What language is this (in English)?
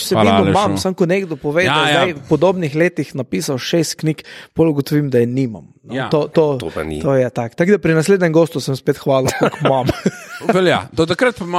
Slovenian